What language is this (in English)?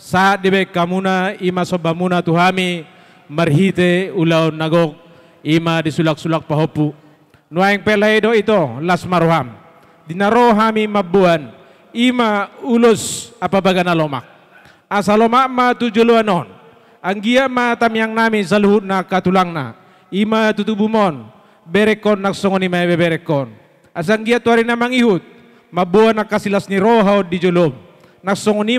Batak Toba